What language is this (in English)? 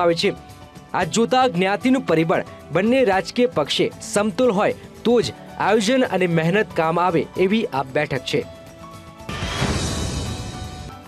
Gujarati